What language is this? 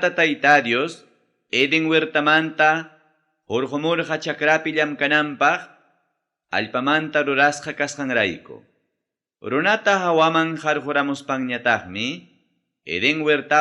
Ayacucho Quechua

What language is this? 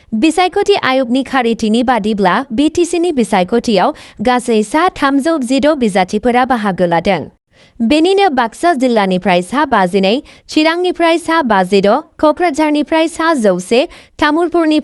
Bodo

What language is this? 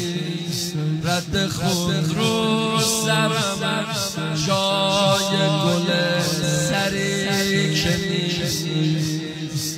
Persian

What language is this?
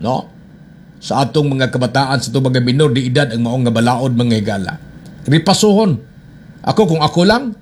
Cebuano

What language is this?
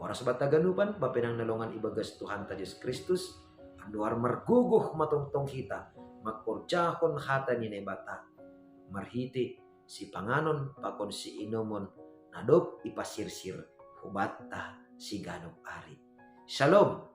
Batak Simalungun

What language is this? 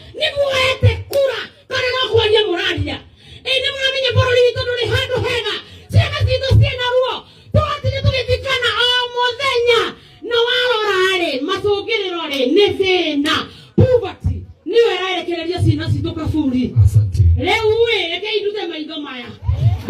Kikuyu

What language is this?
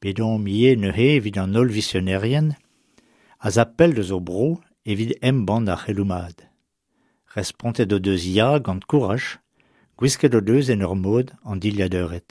Breton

